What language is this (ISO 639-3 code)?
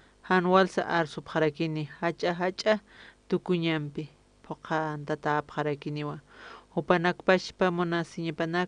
aym